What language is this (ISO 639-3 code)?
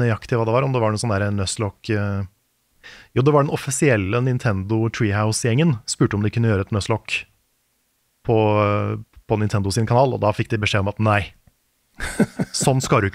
nor